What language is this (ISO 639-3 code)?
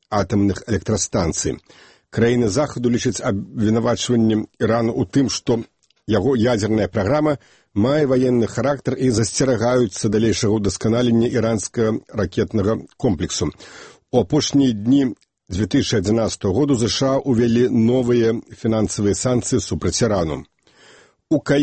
bel